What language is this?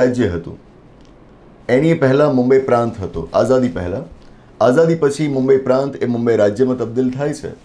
Gujarati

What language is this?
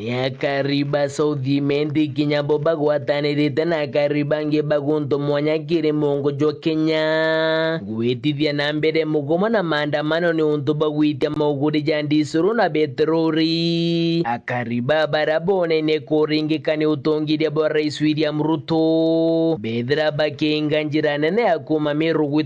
Meru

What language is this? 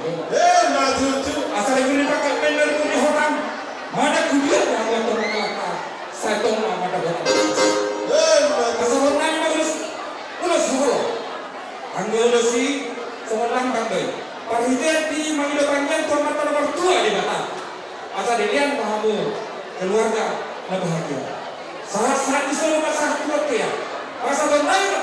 Batak Toba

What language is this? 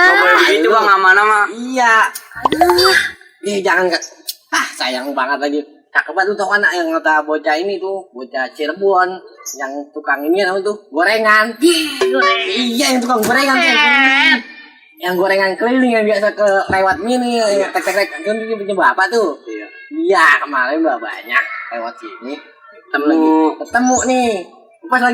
Betawi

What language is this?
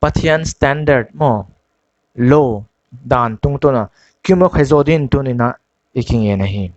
Paite Chin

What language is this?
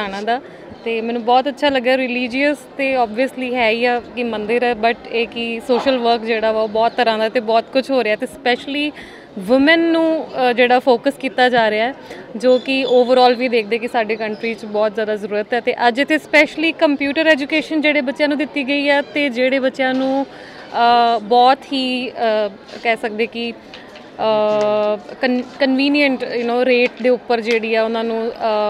Punjabi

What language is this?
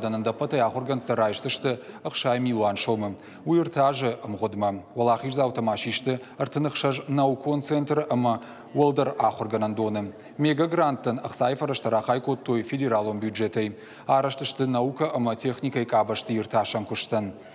Ossetic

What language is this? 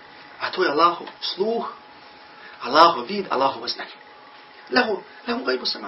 Bosnian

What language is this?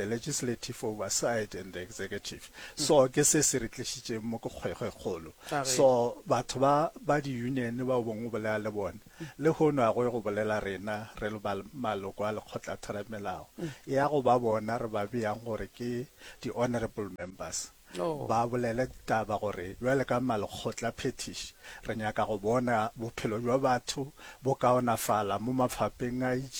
Northern Sotho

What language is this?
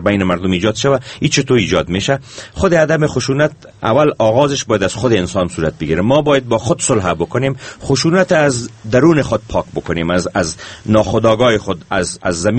Persian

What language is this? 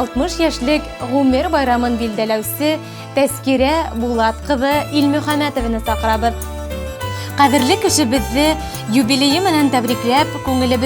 Bashkir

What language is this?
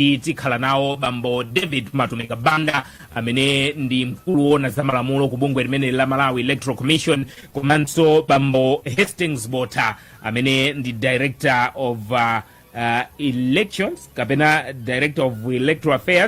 Nyanja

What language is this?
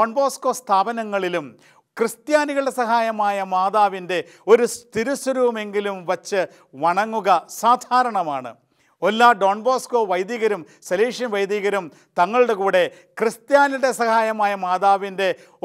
Malayalam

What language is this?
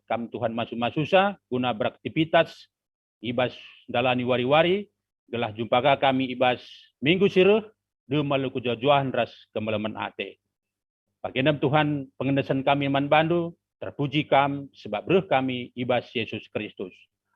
Batak Karo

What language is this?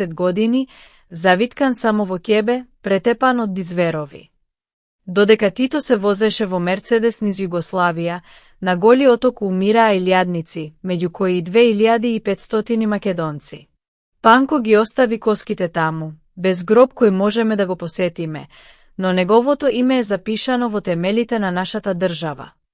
Macedonian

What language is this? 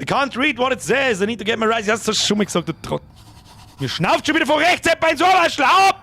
Bavarian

